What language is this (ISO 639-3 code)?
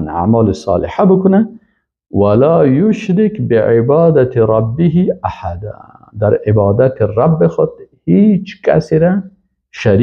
fas